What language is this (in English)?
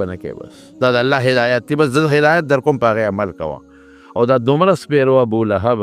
Pashto